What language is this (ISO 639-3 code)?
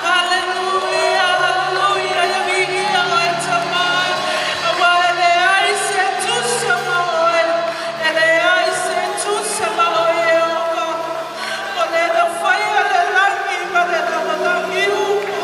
smo